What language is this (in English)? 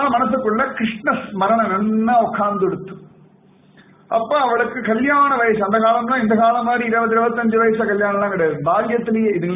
Tamil